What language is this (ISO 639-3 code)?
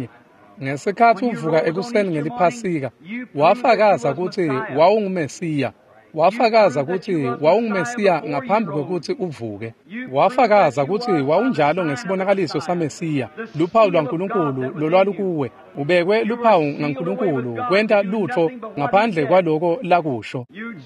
ssw